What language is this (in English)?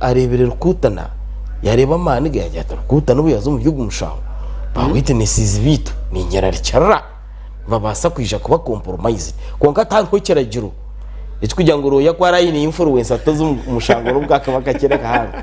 Nyankole